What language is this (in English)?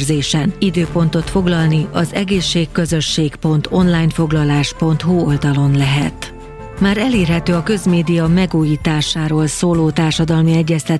Hungarian